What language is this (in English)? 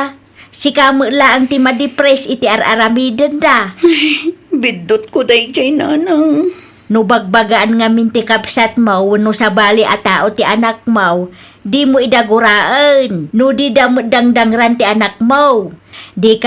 Iloko